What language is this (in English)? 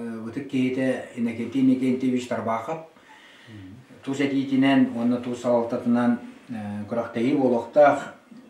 Yakut